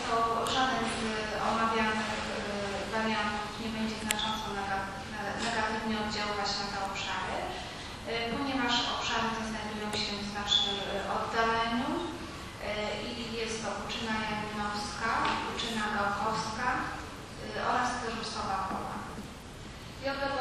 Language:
Polish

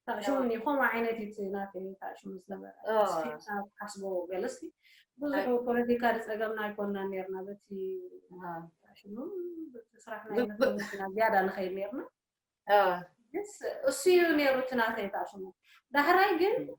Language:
Tigrinya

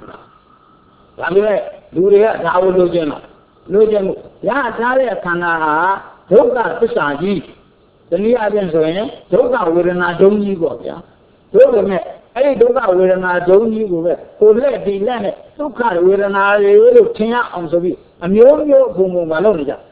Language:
Burmese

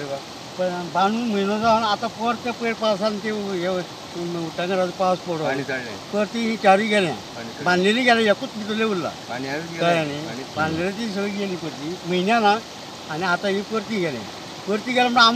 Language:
Konkani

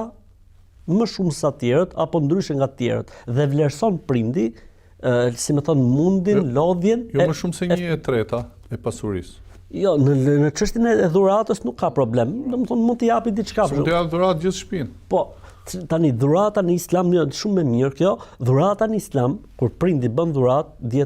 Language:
Albanian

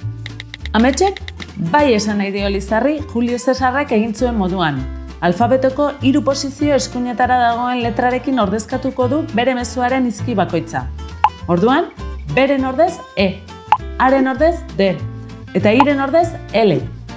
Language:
Basque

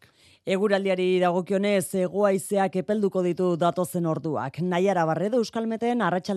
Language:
Basque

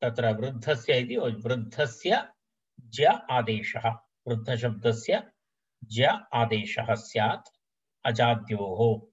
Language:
Sanskrit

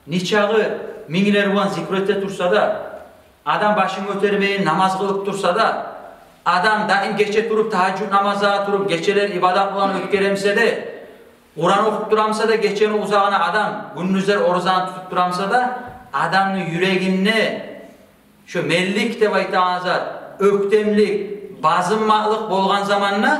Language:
Kumyk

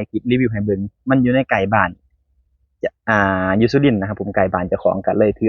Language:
Northeastern Thai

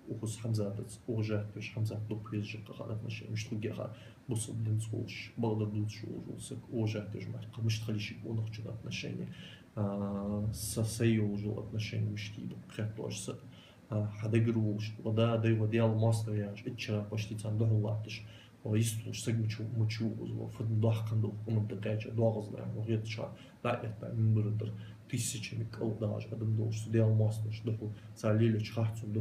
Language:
Ingush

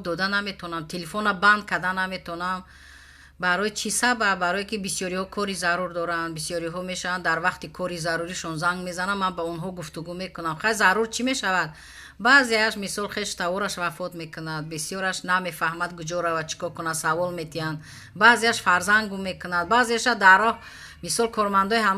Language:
Tajik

